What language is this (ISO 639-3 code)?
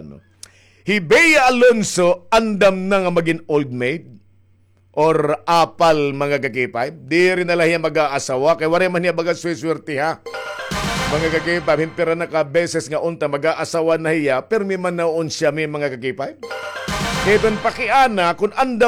war